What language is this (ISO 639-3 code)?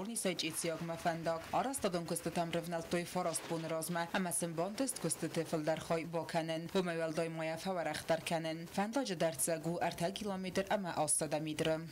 oss